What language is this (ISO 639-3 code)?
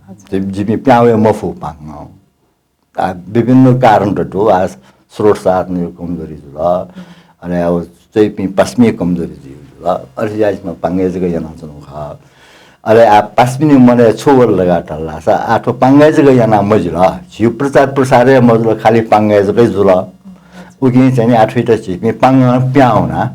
new